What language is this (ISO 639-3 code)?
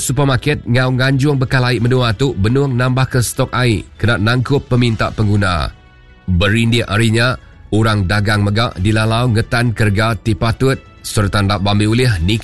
iba